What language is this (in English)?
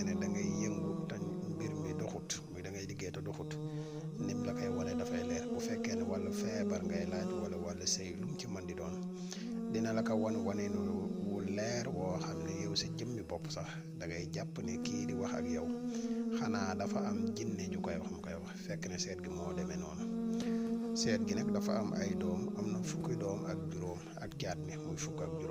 Wolof